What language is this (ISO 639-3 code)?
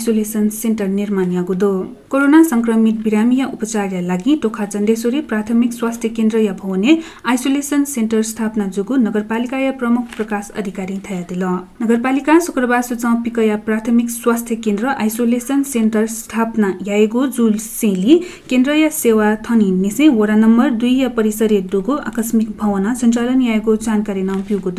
new